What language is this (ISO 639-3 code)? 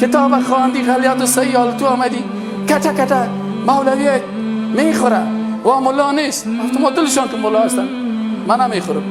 fas